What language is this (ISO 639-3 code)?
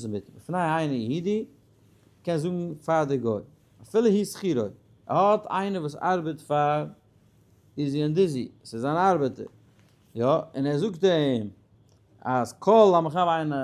yid